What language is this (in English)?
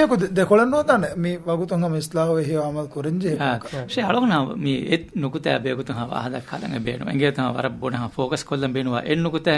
Divehi